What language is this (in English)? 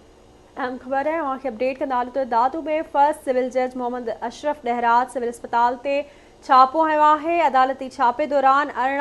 Sindhi